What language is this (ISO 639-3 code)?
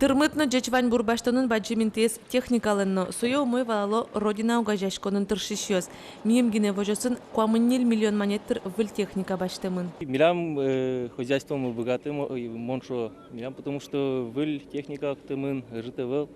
udm